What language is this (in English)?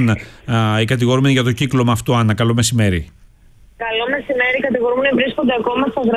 Greek